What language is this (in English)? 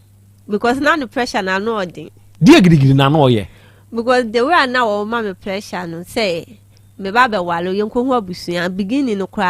Akan